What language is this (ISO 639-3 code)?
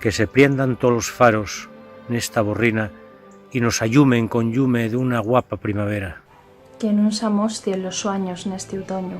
ast